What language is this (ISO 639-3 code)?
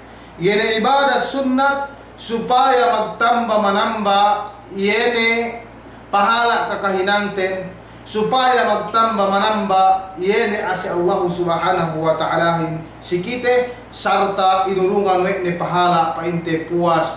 yka